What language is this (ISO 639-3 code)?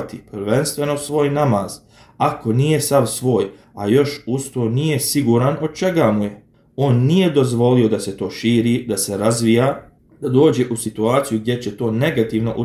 bos